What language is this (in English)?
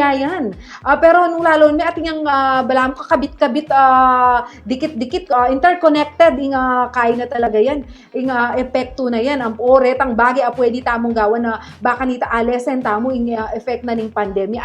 Pampanga